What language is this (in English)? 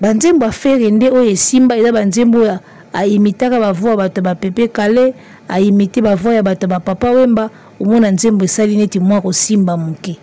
Lingala